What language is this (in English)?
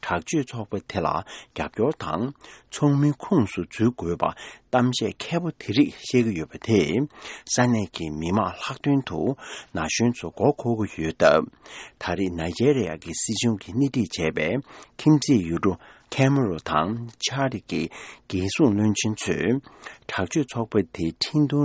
Tibetan